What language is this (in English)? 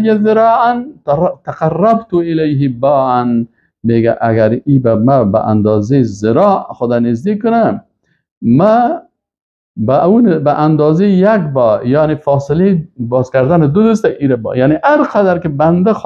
Persian